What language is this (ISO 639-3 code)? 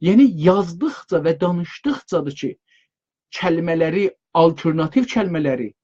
azb